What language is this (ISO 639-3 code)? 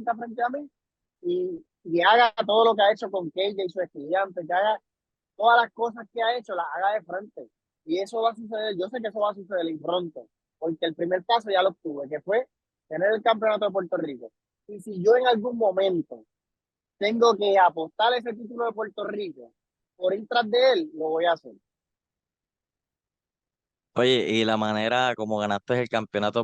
spa